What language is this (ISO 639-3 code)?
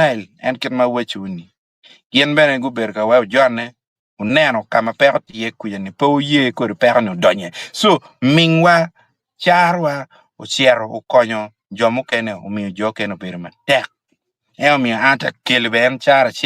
ach